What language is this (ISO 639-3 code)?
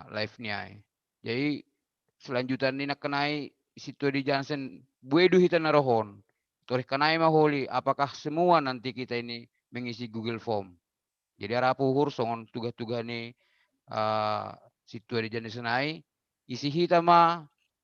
bts